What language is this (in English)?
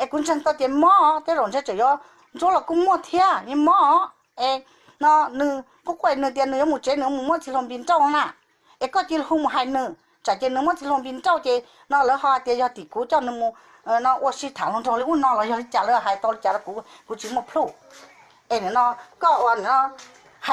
Hmong